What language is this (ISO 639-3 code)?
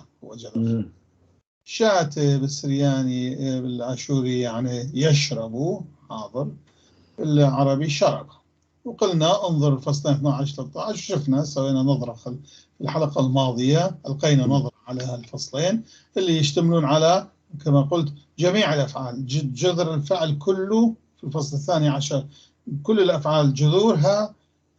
apc